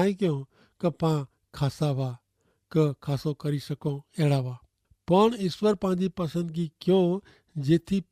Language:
Kachhi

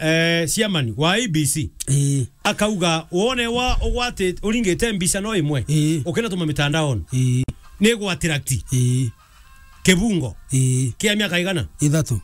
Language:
Meru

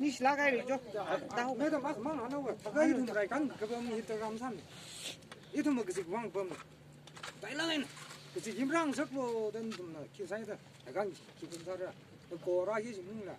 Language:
Tangkhul Naga (India)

